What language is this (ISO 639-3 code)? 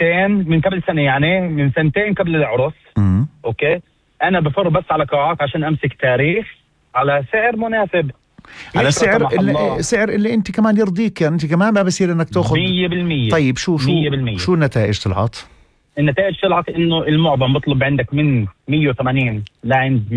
apc